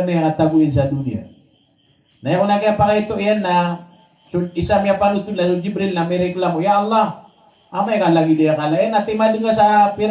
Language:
Maranao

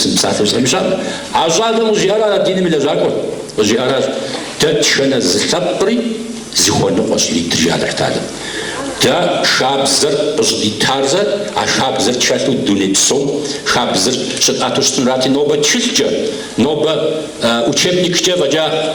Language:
Kabardian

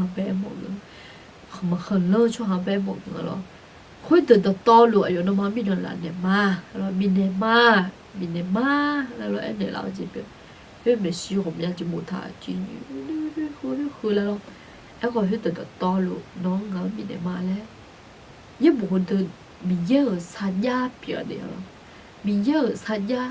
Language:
Akha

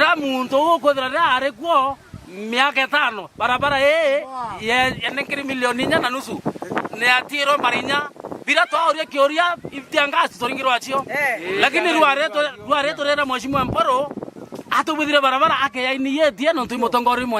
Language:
Meru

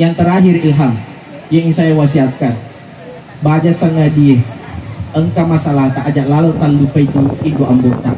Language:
Buginese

